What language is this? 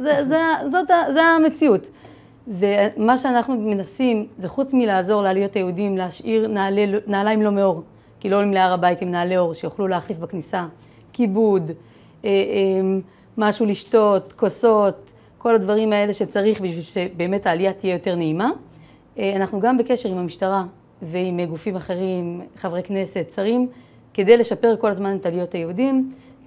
Hebrew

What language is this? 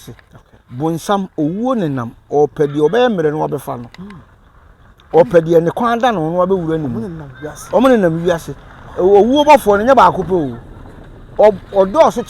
Akan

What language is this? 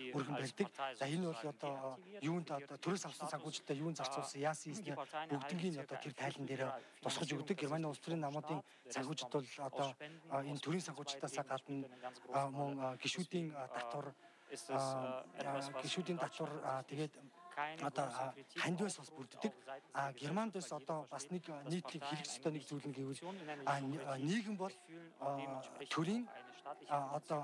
Mongolian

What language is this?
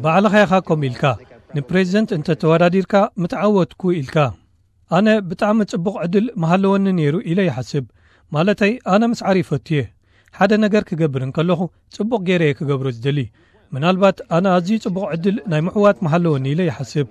Tigrinya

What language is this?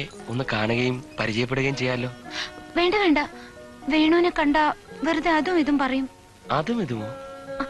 Malayalam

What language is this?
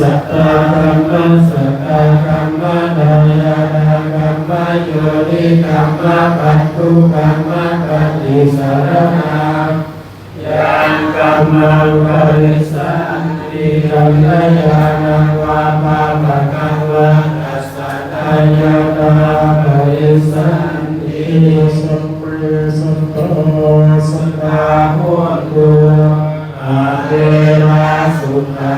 Pali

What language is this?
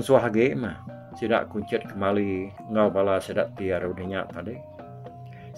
Iban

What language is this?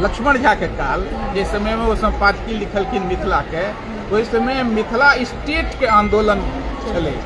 Maithili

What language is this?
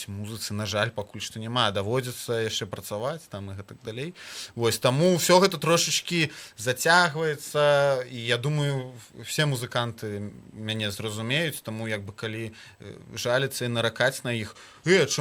Belarusian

